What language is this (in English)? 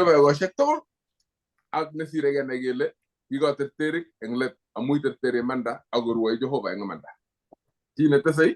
Kalenjin